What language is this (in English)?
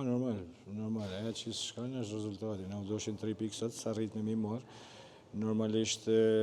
Albanian